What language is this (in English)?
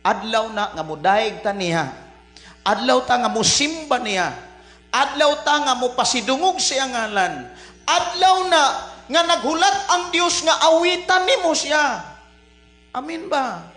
Cebuano